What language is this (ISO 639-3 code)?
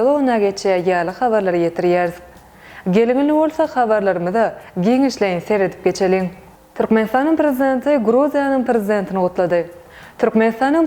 tuk